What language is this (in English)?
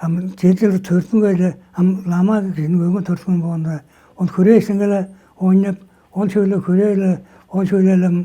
Tuvinian